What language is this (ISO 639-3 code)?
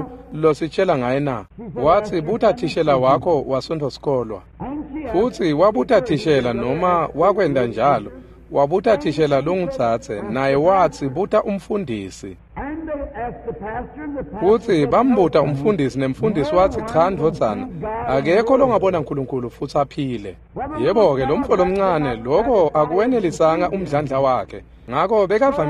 ssw